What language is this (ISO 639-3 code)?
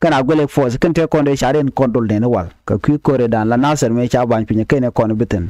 nus